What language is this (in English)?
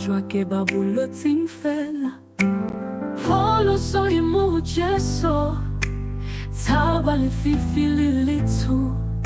Southern Sotho